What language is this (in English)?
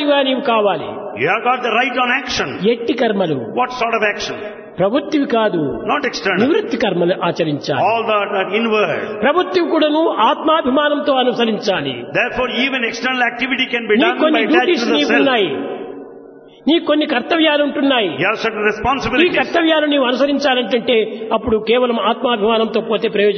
Telugu